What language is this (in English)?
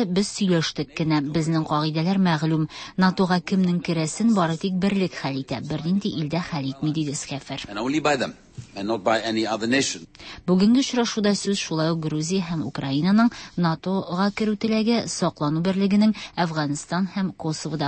Tatar